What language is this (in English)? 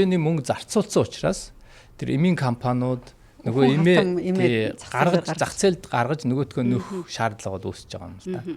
Mongolian